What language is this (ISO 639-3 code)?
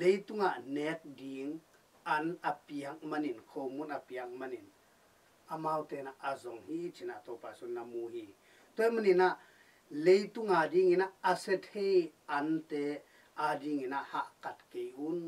ctd